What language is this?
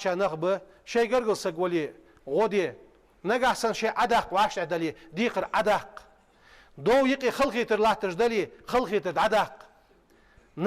Ingush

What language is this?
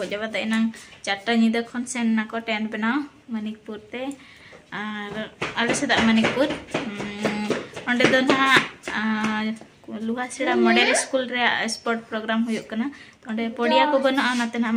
Santali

